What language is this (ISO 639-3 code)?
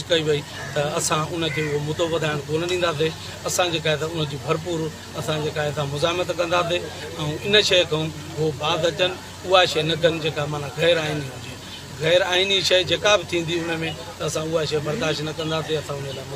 snd